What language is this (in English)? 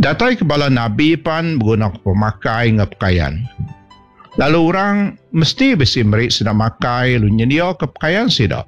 Iban